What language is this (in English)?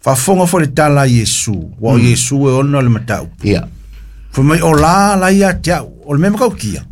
Samoan